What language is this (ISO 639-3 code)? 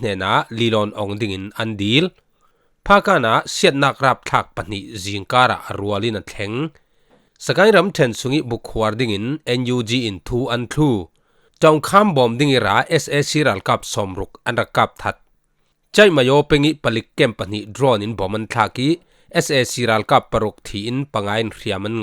cfm